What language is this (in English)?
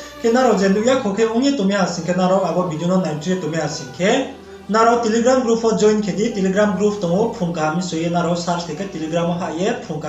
Riang (India)